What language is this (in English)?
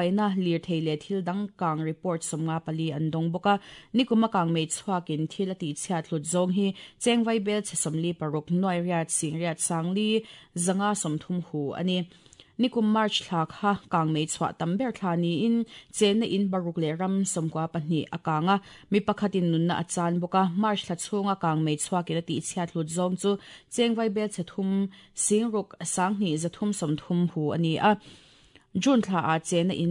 Mizo